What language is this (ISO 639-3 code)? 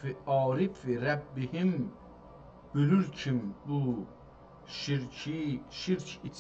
azb